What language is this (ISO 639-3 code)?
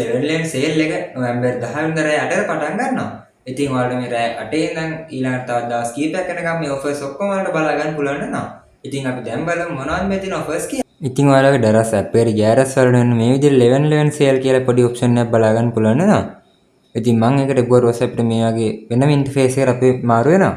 sin